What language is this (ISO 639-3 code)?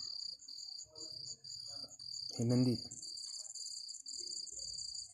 mar